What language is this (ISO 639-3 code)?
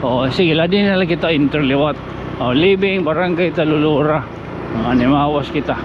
war